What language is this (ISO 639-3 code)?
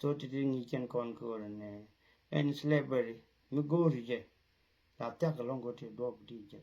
nus